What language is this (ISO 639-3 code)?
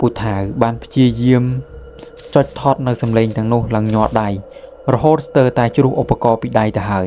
khm